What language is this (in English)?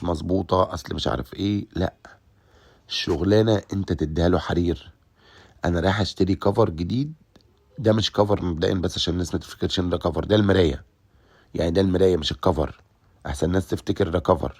Egyptian Arabic